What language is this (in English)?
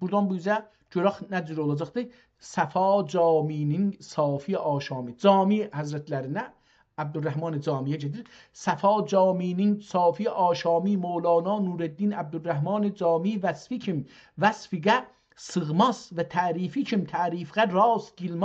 South Azerbaijani